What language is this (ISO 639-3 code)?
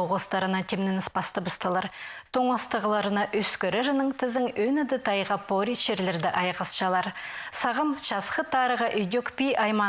kjh